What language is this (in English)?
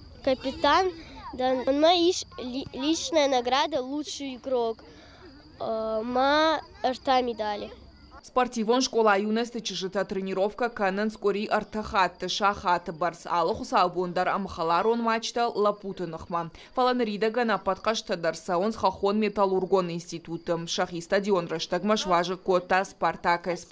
Ossetic